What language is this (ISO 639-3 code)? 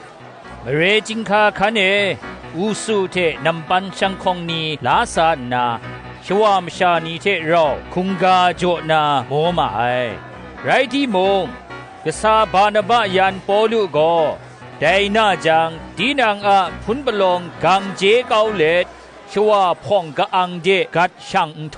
kac